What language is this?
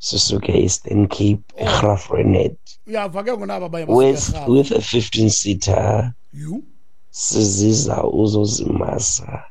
Xhosa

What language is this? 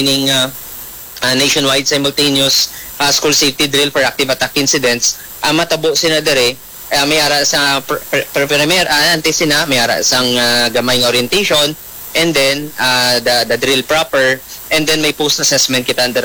Hiligaynon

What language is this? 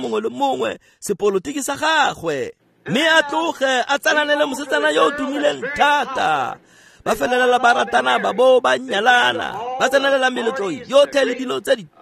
Tswana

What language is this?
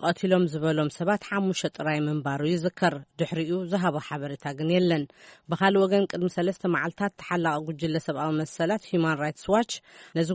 Tigrinya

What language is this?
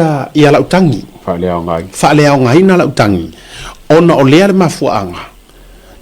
Samoan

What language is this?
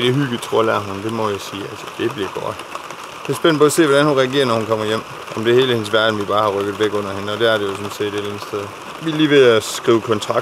Danish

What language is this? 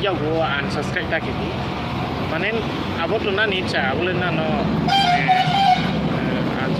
Riang (India)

